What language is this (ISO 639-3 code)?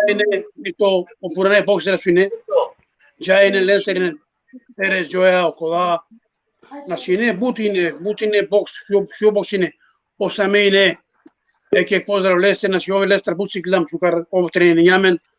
rmn